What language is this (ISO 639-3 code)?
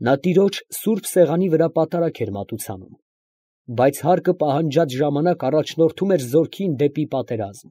hye